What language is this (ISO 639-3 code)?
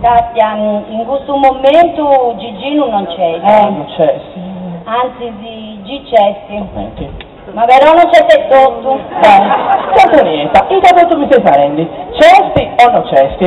srd